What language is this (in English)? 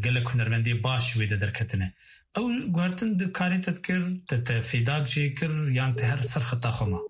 Kurdish